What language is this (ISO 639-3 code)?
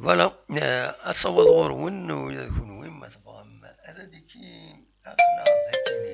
kab